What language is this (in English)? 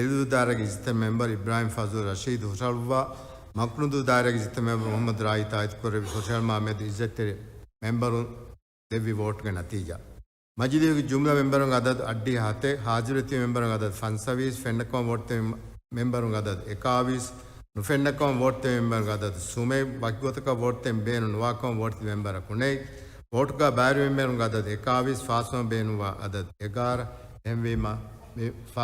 Divehi